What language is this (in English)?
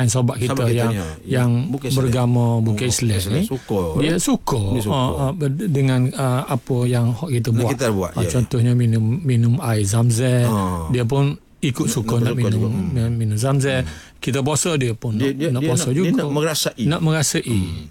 Malay